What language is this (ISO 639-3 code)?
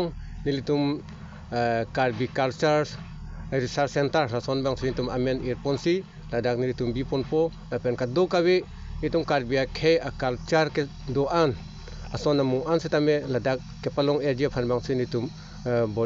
mjw